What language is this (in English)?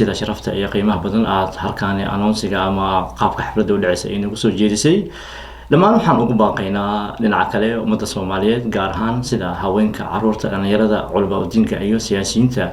Somali